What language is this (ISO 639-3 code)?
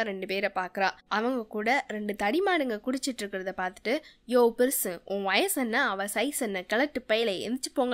tam